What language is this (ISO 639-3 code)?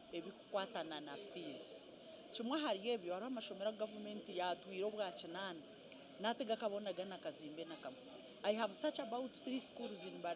nyn